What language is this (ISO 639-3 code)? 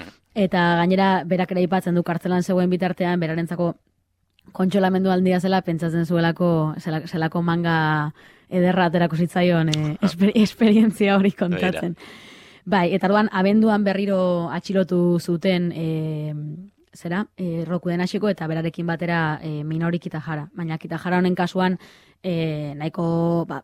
eus